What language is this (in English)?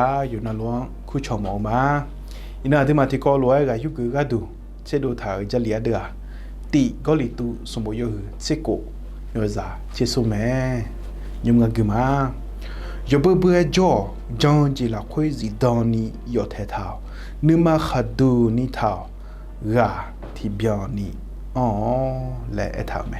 Akha